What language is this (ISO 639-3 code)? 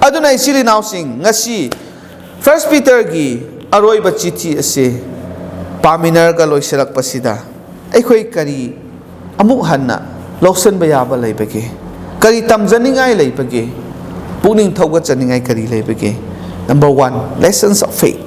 mni